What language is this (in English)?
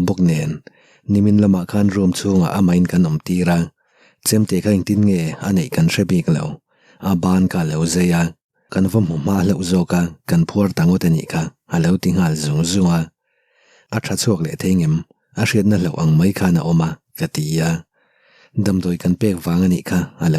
Mizo